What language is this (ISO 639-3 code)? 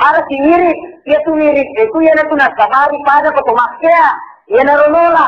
bug